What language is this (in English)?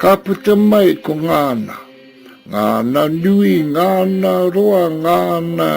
Māori